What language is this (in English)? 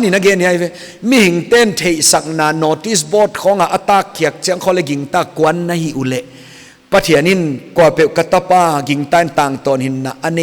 Paite Chin